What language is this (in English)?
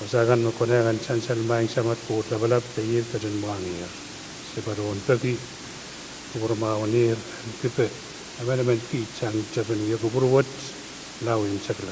Pohnpeian